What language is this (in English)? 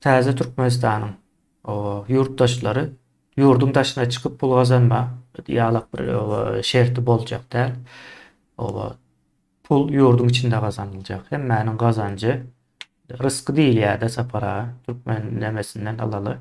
Turkmen